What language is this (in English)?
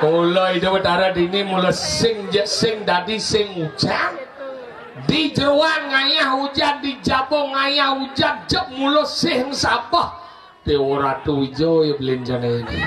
Balinese